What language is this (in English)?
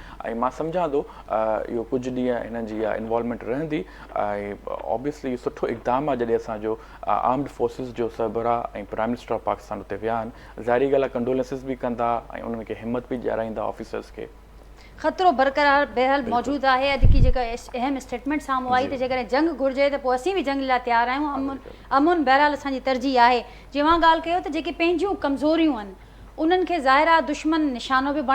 Sindhi